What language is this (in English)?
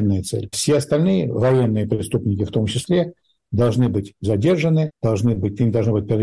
Russian